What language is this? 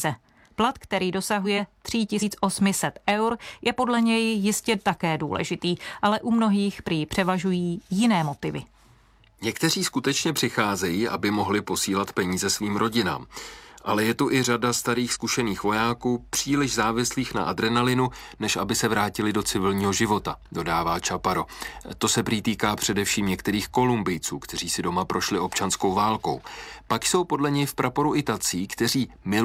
Czech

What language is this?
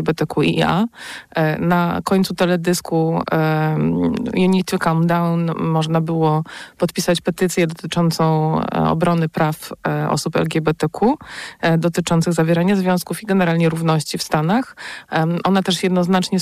Polish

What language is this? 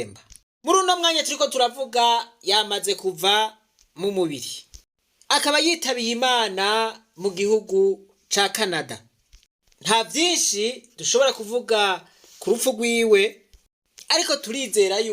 Rundi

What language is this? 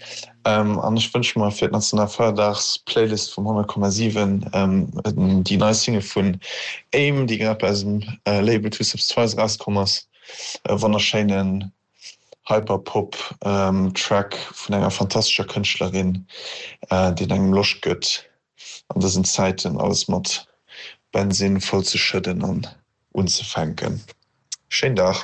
Luxembourgish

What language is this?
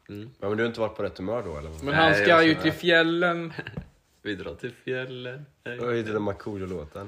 Swedish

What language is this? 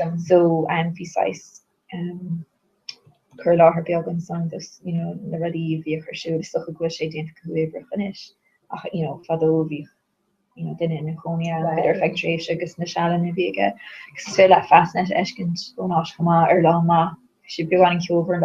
Irish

